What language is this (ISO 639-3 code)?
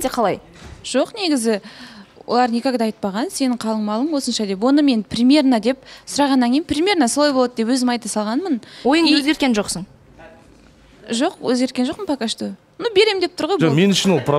kaz